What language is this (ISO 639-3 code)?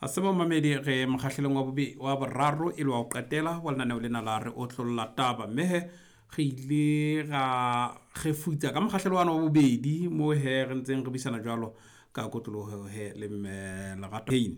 sot